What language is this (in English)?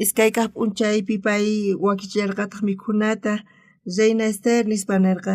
South Bolivian Quechua